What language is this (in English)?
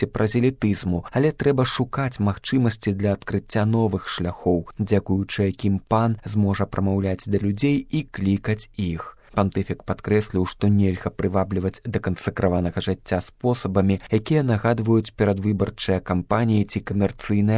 Belarusian